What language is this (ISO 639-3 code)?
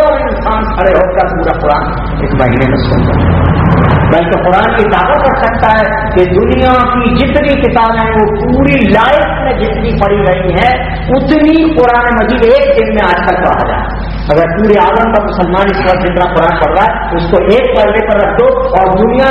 urd